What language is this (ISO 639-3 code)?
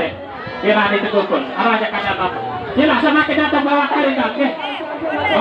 sas